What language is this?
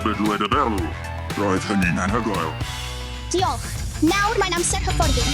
Welsh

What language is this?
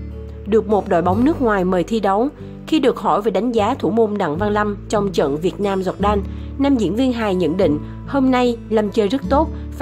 Vietnamese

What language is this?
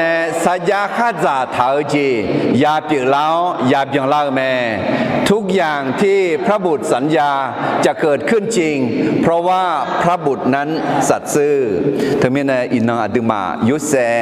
Akha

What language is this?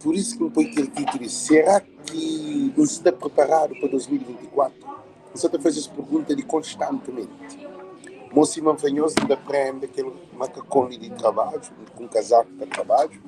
Kabuverdianu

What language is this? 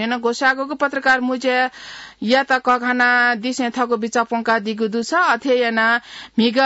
Newari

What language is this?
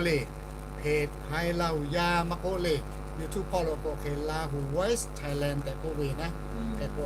Lahu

